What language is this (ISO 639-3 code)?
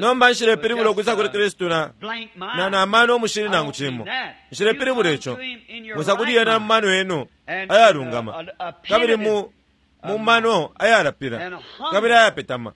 bem